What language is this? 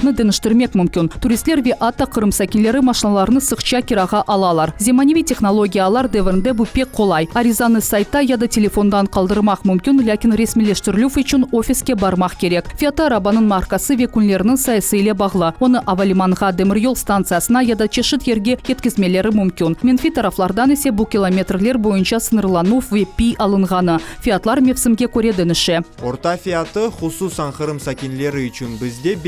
Crimean Tatar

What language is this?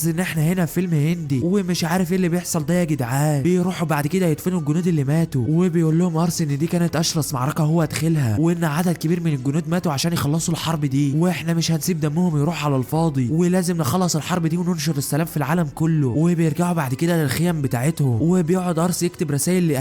Egyptian Arabic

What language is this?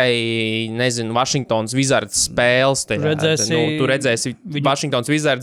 Latvian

